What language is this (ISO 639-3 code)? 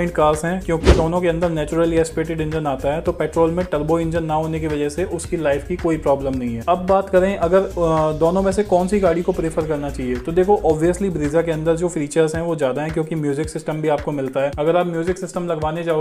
hin